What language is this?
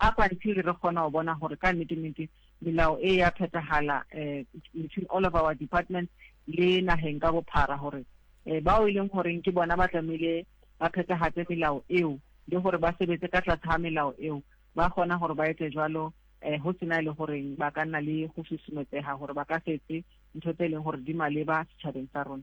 Southern Sotho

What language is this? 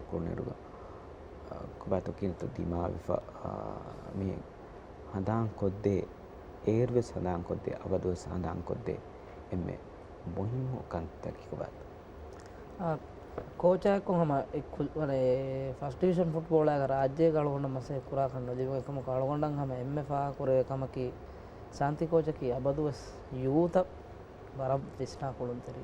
Divehi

